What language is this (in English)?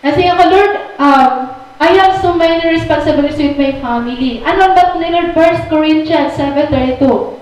Waray